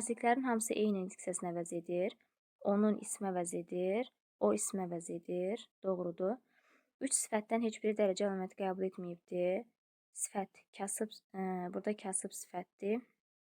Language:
Azerbaijani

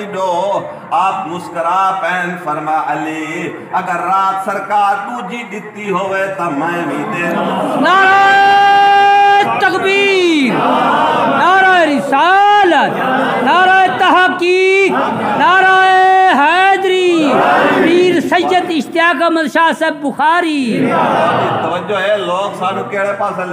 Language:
Saraiki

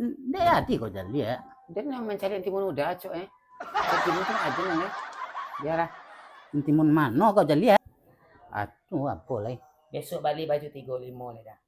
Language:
Minangkabau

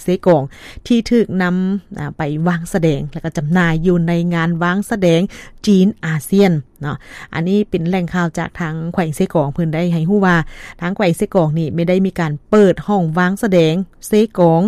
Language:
Lao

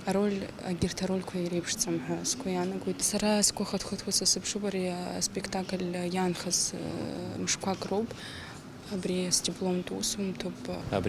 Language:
Abkhazian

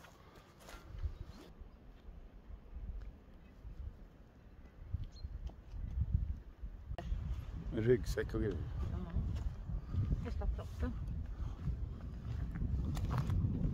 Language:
Swedish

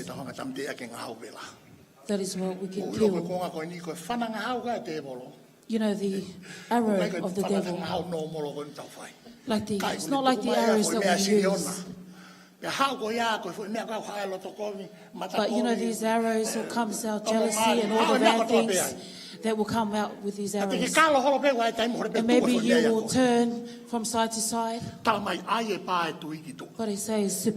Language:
Tongan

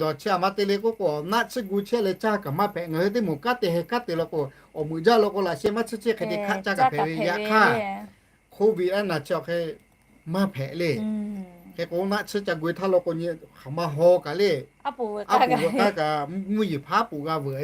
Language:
Lahu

